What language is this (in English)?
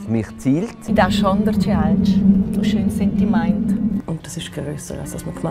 Romansh